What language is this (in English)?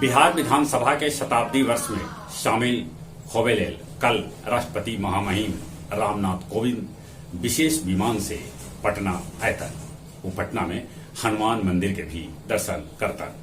Magahi